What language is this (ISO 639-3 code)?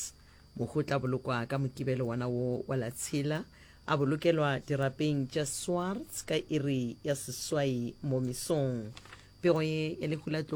nso